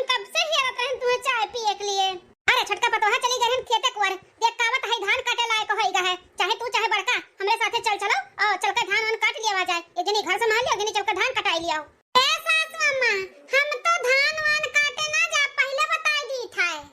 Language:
Awadhi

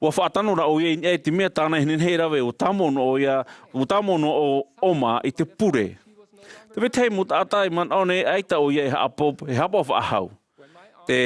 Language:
Tahitian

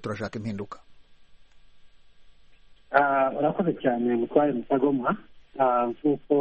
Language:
Kinyarwanda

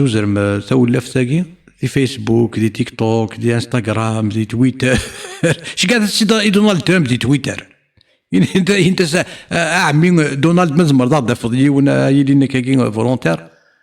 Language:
Kabyle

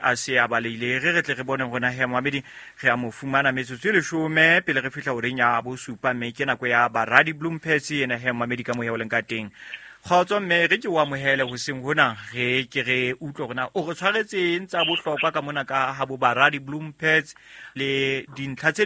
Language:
Southern Sotho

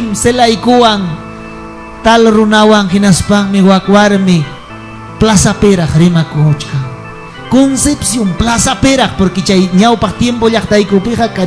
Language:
Ayacucho Quechua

